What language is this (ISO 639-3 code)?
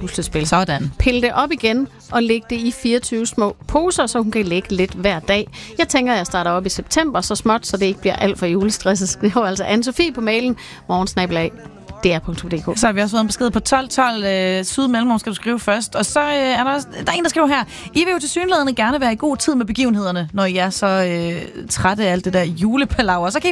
dan